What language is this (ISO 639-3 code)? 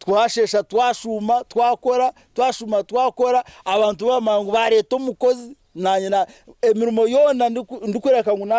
nyn